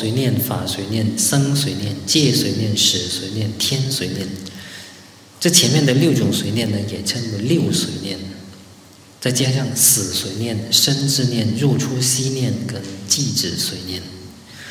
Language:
Chinese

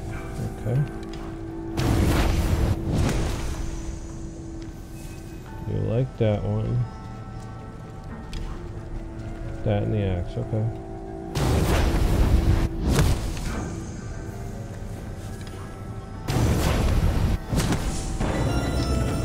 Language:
English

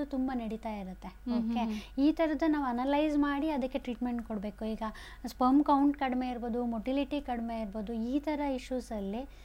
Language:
Kannada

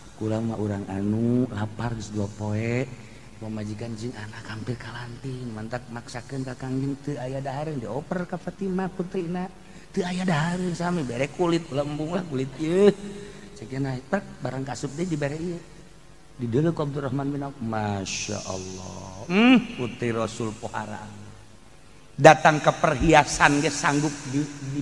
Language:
Sundanese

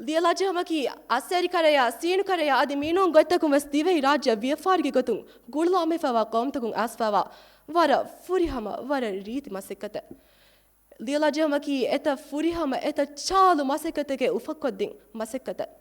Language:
Divehi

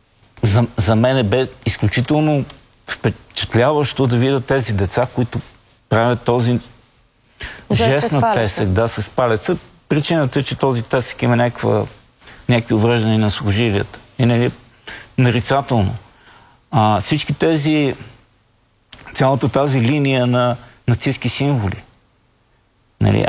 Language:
Bulgarian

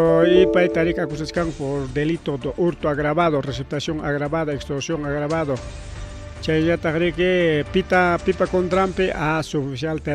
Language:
Ayacucho Quechua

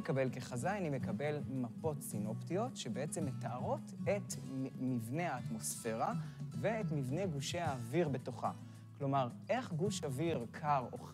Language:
Hebrew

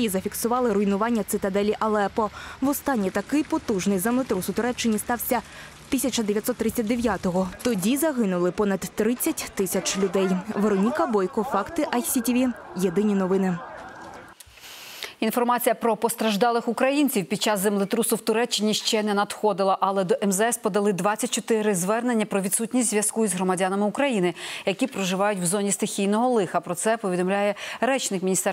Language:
Ukrainian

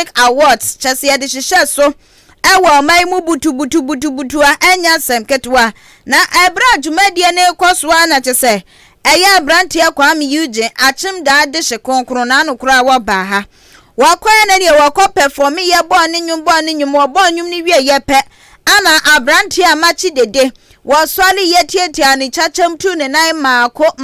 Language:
Akan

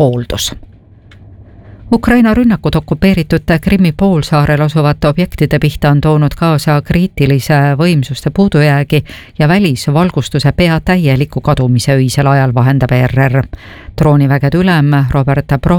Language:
Estonian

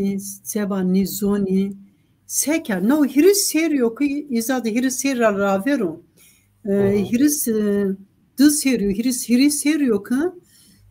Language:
Zaza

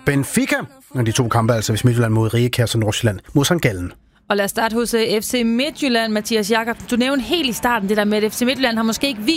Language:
Danish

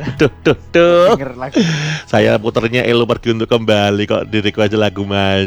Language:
Indonesian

